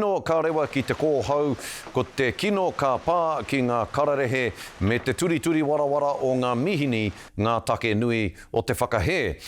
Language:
Māori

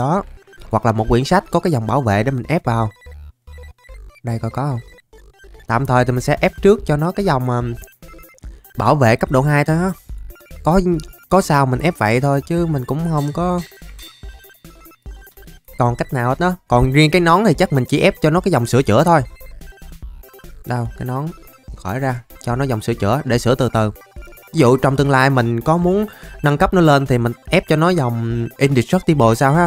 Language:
Vietnamese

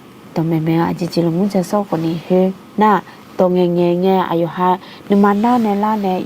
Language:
Akha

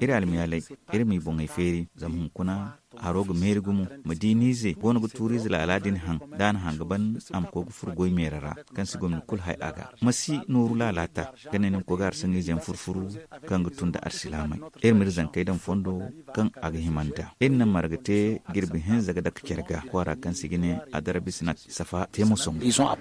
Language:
Zarma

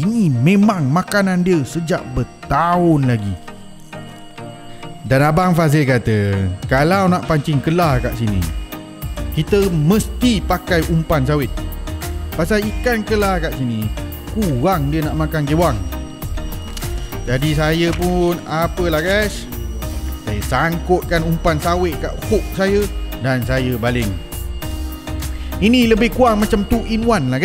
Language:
Malay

